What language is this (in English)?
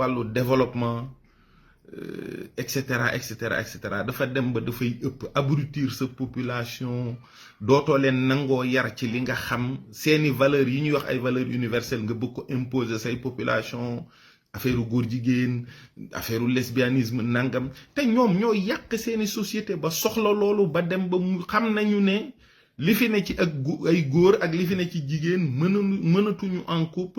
Wolof